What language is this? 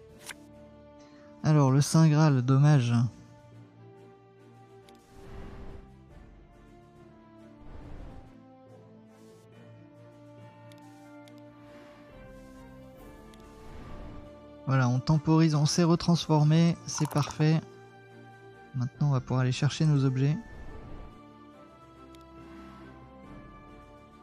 French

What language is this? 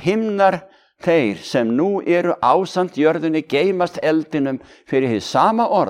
Icelandic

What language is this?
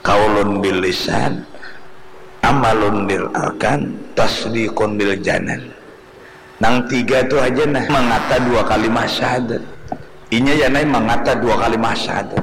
Banjar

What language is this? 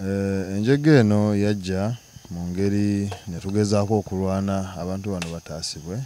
Ganda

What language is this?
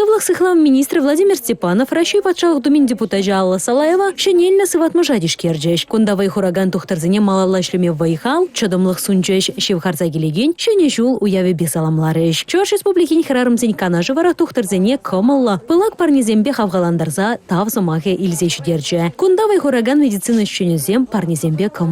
Chuvash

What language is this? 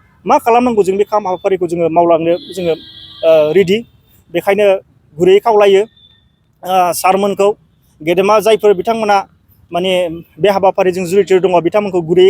Bodo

